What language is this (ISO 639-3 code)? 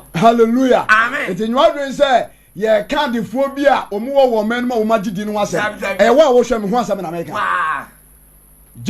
aka